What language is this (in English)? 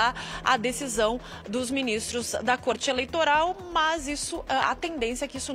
Portuguese